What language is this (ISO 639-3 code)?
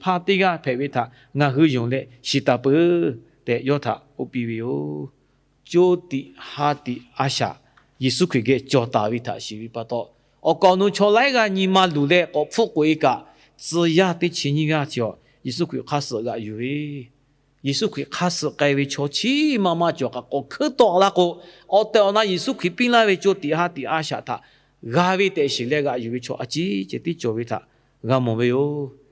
lhu